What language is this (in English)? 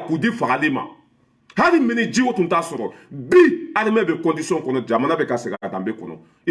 Bambara